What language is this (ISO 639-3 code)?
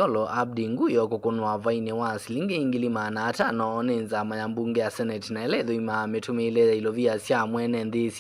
kam